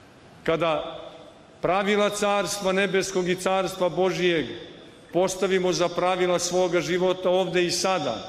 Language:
Serbian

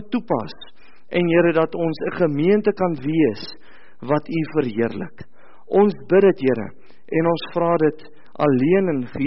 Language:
Afrikaans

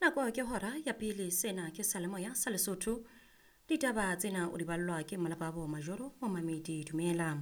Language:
Southern Sotho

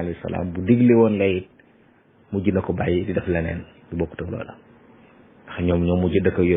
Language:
Wolof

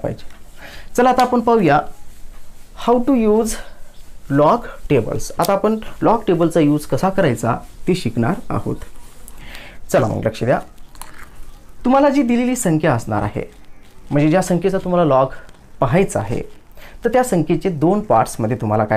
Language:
Marathi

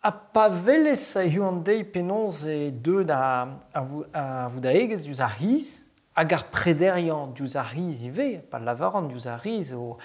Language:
Breton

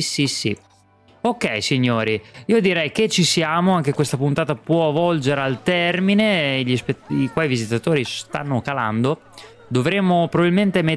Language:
Italian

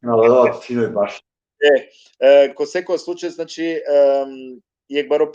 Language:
Balkan Romani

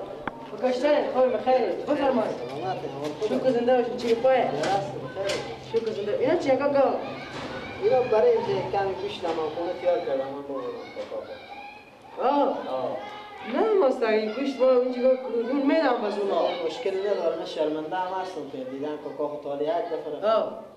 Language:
Persian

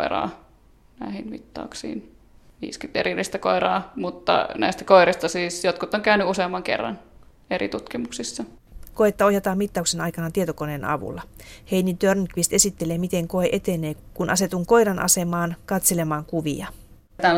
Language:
Finnish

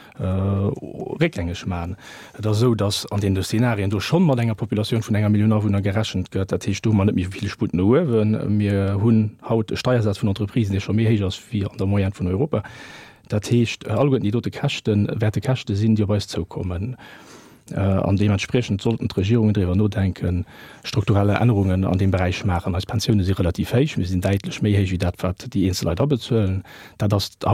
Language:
Luxembourgish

